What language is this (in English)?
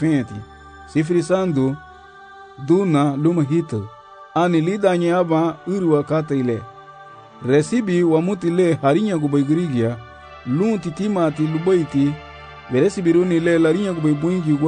Garifuna